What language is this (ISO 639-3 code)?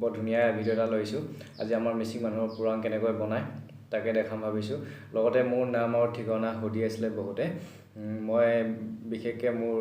asm